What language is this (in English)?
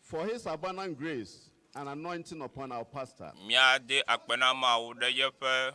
Ewe